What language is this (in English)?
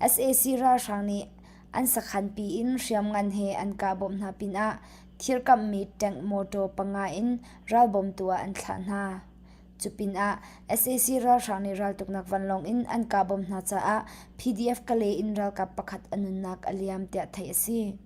Hakha Chin